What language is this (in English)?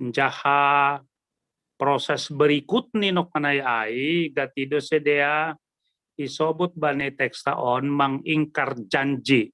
Batak Simalungun